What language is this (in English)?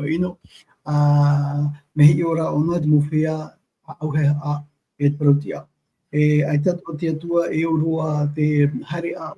Tahitian